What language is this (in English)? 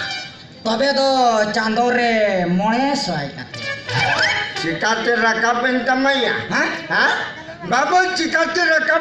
Santali